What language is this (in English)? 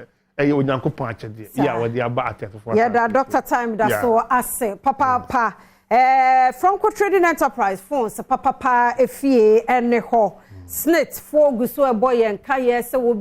Akan